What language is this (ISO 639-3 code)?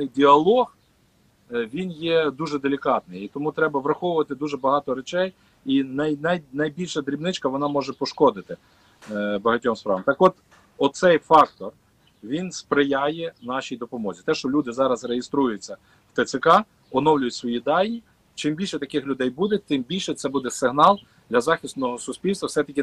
ukr